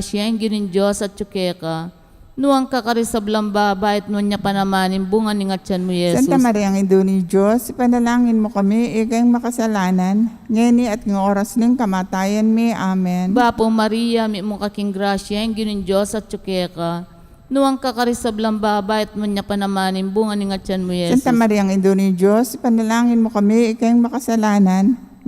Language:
Pampanga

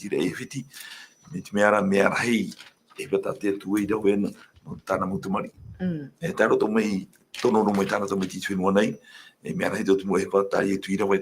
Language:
Tahitian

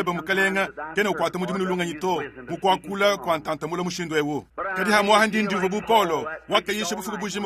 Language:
Luba-Lulua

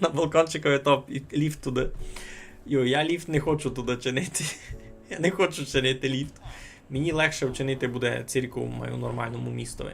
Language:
Rusyn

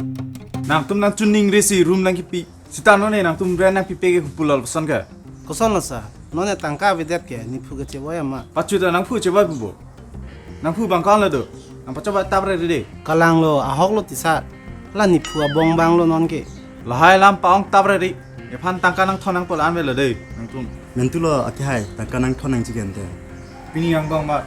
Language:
Karbi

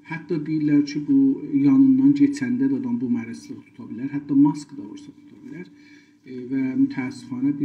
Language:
South Azerbaijani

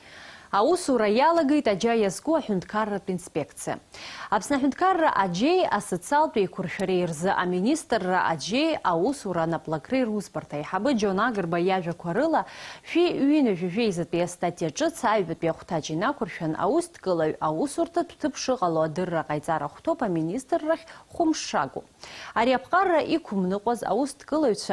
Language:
Abkhazian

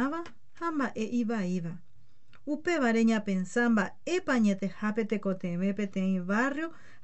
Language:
Guarani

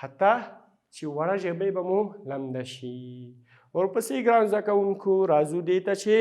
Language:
Pashto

